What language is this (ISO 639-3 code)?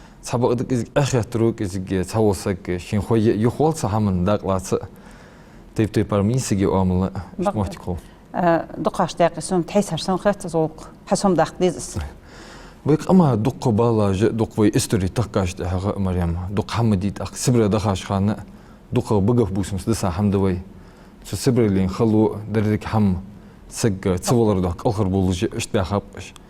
inh